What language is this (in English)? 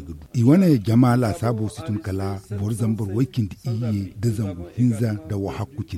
Zarma